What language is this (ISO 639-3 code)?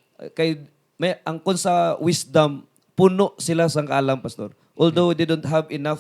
hil